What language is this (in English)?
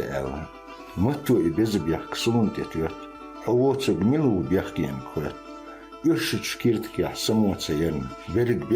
Chechen